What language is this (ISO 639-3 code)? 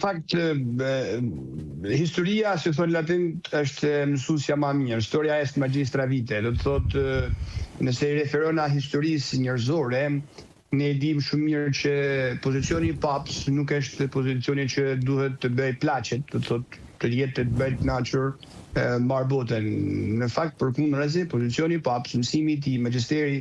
sqi